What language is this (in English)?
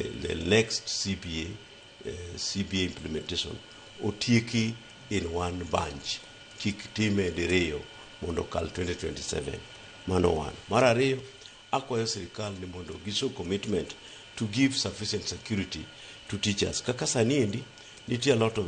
Luo (Kenya and Tanzania)